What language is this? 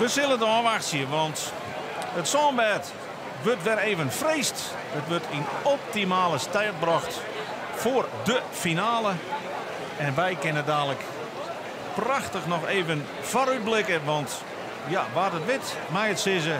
Western Frisian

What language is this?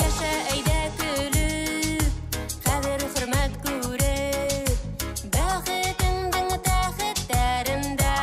Bashkir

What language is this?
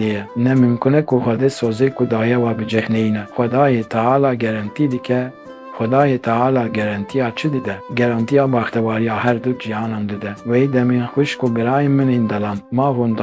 Kurdish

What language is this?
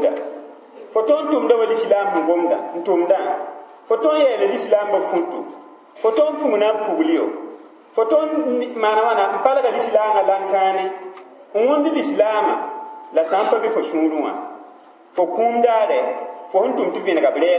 Mossi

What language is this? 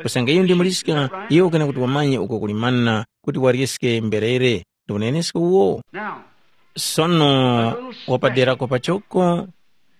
Tumbuka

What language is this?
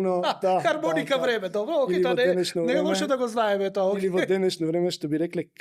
Macedonian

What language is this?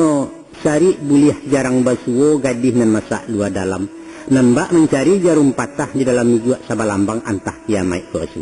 Minangkabau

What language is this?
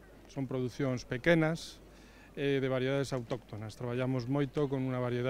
Galician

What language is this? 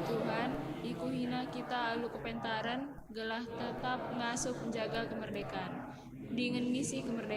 Batak Karo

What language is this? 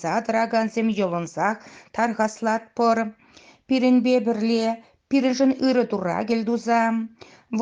Chuvash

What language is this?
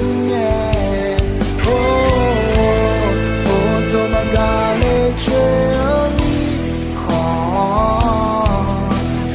Akha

